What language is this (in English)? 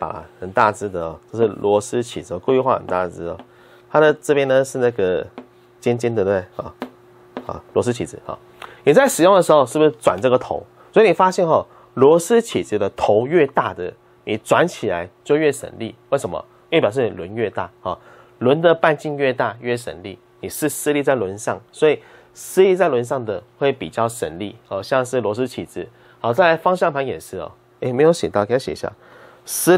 Chinese